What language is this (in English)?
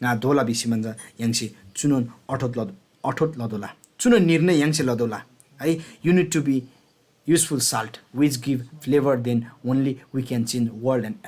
Eastern Tamang